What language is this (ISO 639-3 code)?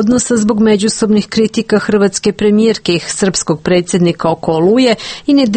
hrv